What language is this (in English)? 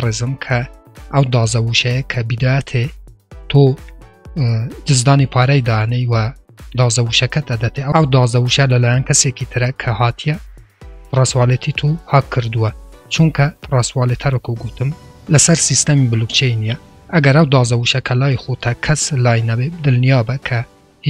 Central Kurdish